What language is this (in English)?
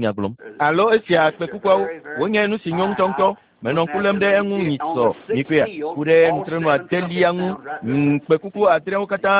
Ewe